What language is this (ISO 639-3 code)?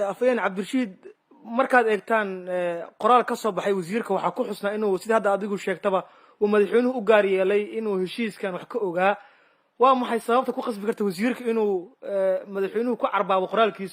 som